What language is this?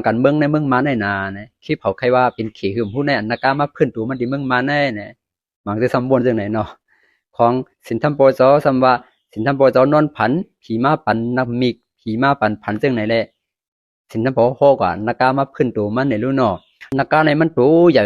Shan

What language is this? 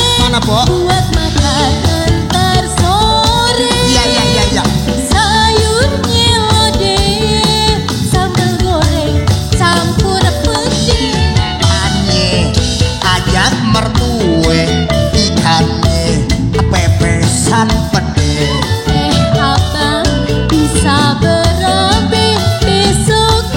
Betawi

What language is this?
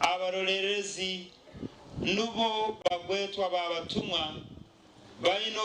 Nyankole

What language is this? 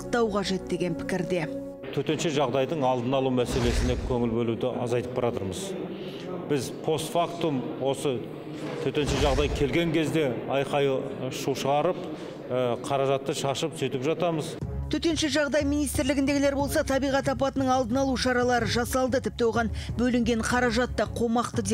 Kazakh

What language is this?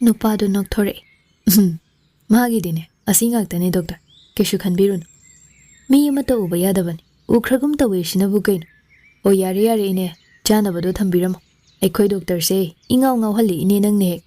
Manipuri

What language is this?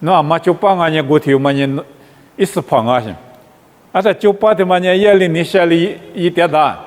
Lisu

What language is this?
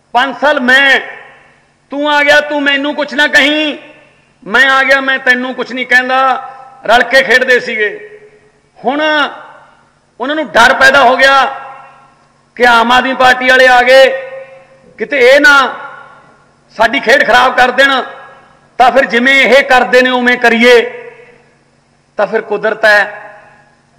Punjabi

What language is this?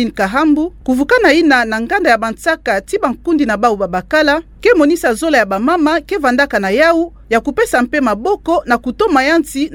Kituba (Democratic Republic of Congo)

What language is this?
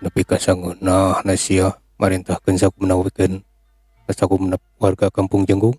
Sundanese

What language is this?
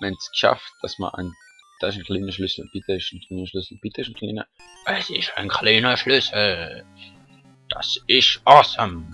Swiss German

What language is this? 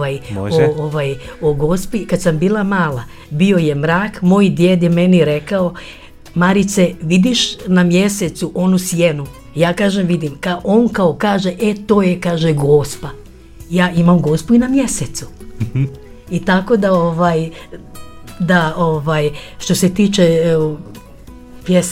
Croatian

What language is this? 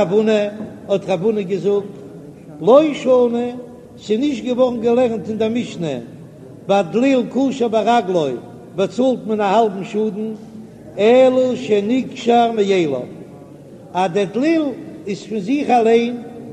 Yiddish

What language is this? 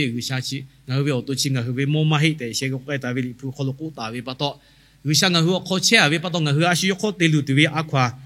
Lahu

